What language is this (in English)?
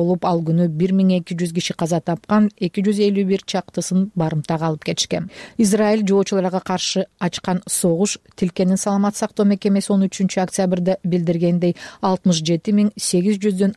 Kyrgyz